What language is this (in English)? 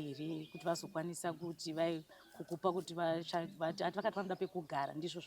Shona